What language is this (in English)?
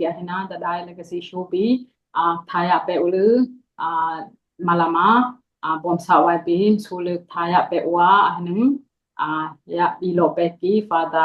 Dimasa